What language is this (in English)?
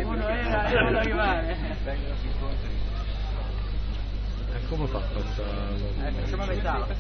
Italian